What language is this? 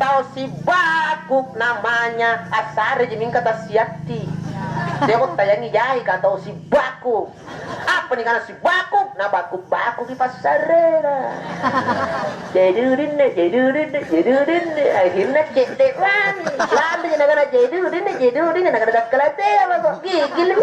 Makasar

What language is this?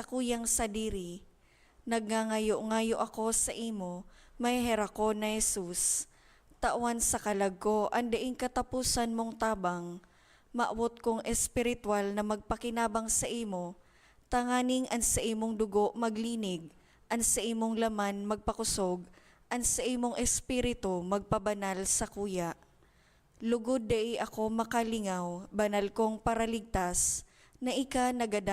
Bikol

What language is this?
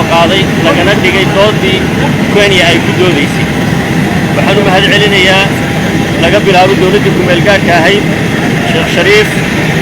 Somali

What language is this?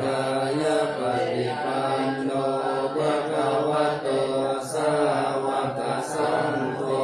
Pali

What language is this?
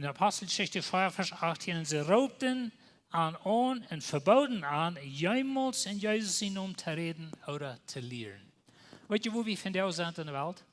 Plautdietsch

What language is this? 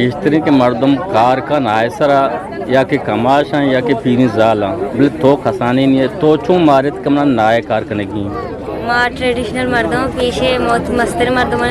Eastern Balochi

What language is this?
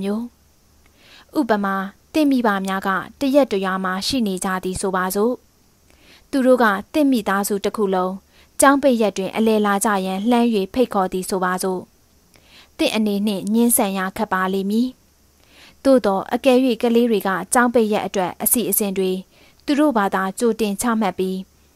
Burmese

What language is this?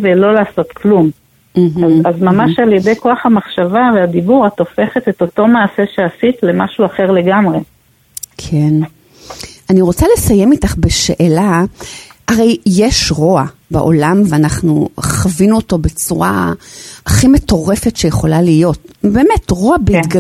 Hebrew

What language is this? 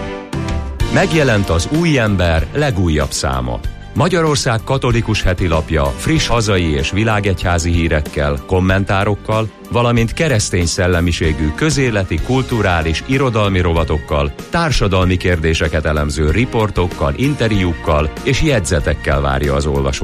Hungarian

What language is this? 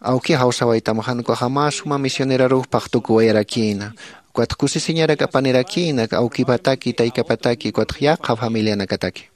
Aymara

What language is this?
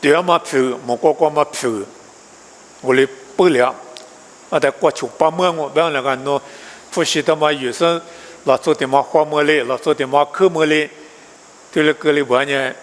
Lisu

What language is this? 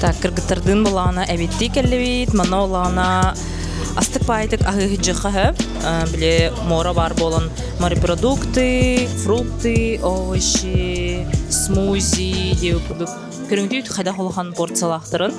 Yakut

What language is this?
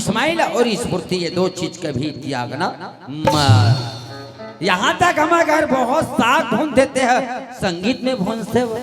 Chhattisgarhi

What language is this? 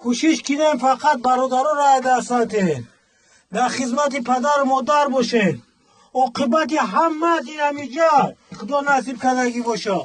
Tajik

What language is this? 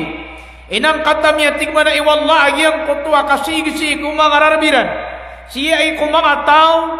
Maranao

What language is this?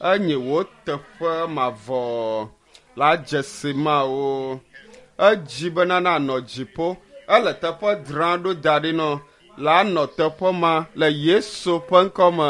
Ewe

